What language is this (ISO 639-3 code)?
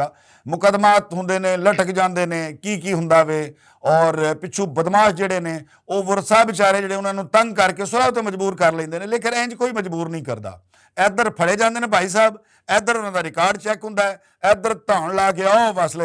lah